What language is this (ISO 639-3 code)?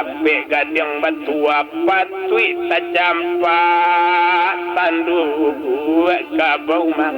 min